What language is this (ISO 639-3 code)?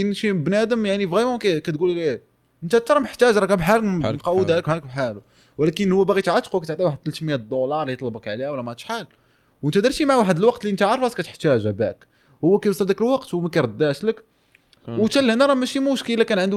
ary